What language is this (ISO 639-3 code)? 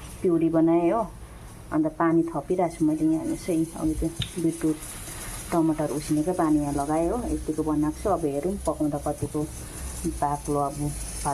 nep